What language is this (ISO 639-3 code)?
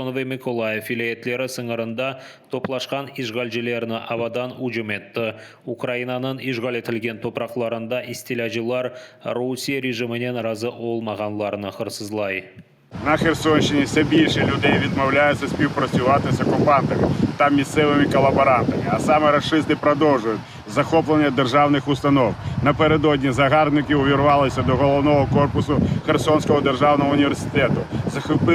crh